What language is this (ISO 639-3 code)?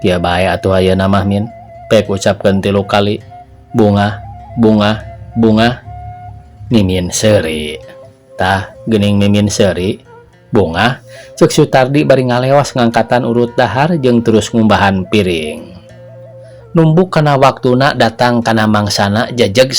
sun